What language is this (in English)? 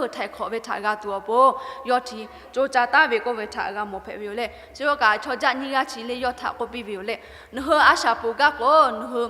Lahu